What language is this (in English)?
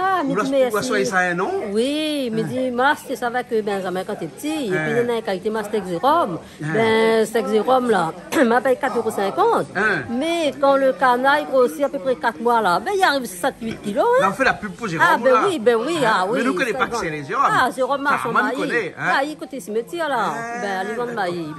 Réunion Creole French